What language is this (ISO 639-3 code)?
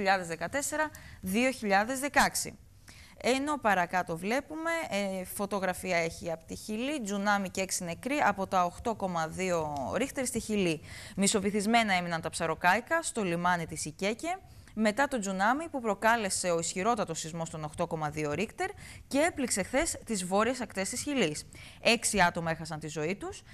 ell